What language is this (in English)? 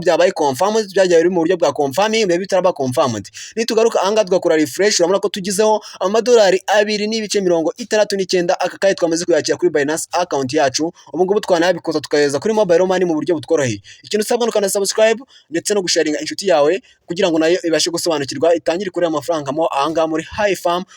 Kinyarwanda